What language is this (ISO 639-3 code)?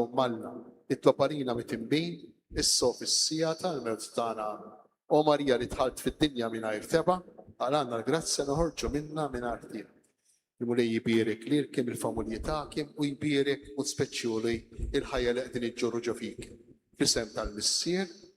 mlt